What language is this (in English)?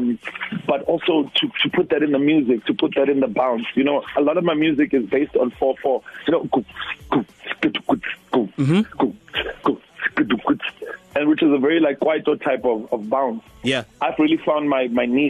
English